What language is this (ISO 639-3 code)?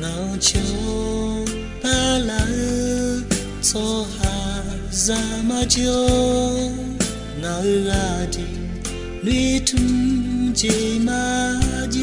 ahk